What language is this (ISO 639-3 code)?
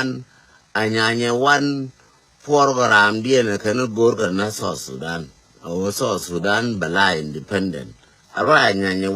nus